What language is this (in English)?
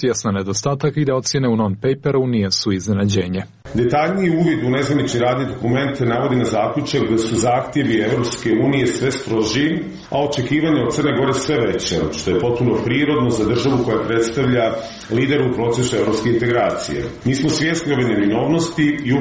Serbian